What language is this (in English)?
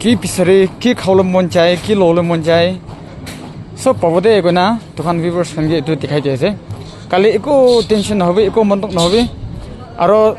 Naga Pidgin